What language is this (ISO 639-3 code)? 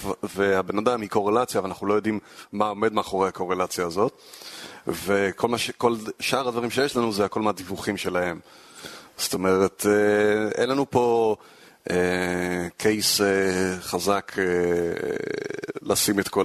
heb